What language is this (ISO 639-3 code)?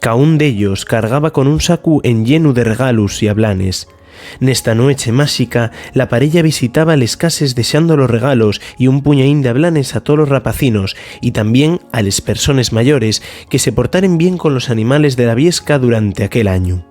ast